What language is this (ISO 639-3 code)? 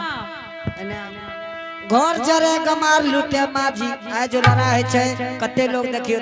anp